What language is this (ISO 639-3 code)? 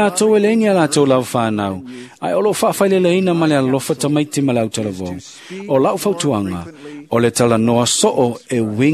smo